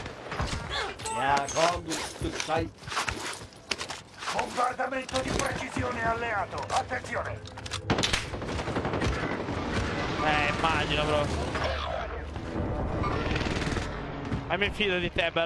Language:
Italian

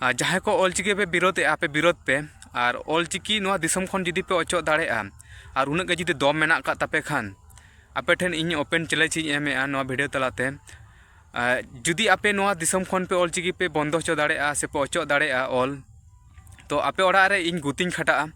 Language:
Santali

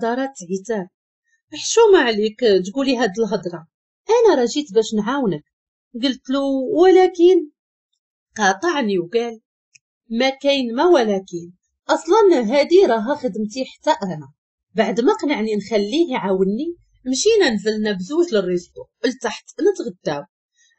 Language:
Moroccan Arabic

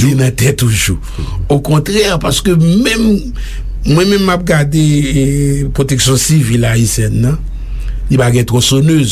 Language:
Haitian Creole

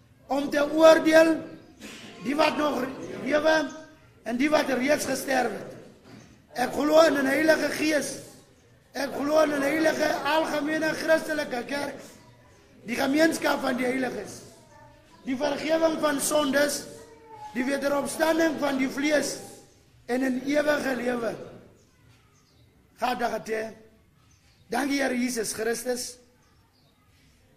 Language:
Afrikaans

